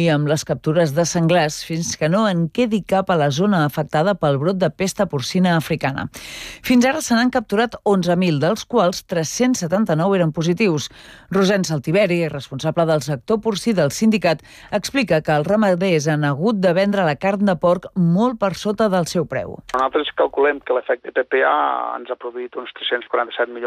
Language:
Catalan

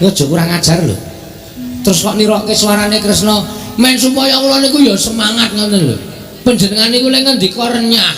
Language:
Javanese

